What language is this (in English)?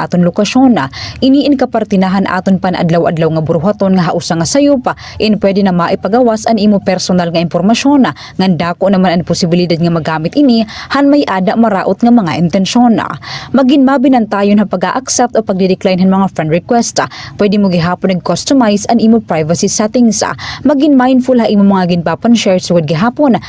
Waray